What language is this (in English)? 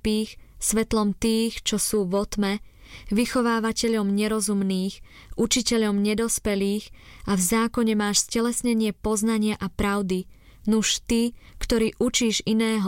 Slovak